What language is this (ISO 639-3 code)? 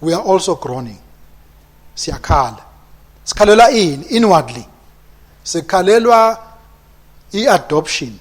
ssw